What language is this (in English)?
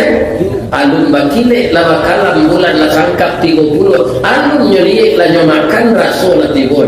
Minangkabau